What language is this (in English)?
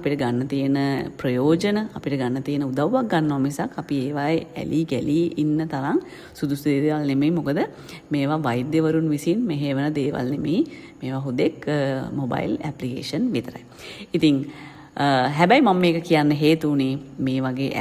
Sinhala